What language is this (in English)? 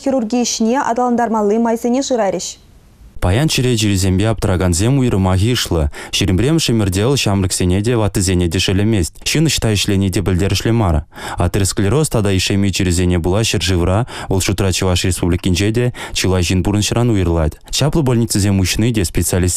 Chuvash